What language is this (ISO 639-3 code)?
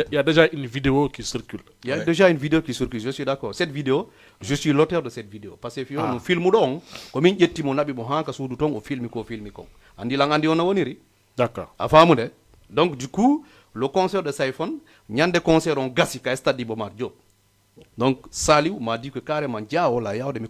ful